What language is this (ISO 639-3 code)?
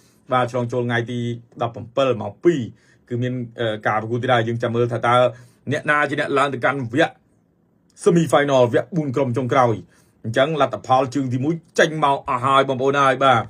khm